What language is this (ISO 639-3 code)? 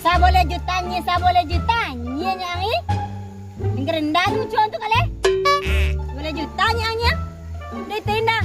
min